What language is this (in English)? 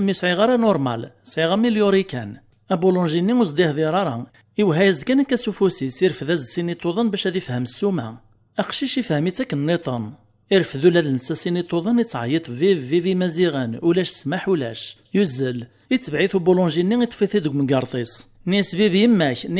Kabyle